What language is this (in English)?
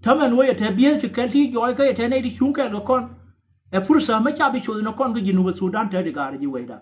Nuer